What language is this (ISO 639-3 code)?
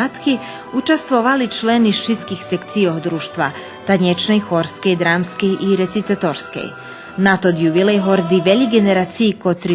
rue